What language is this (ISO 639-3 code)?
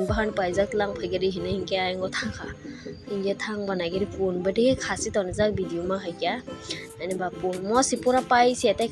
trp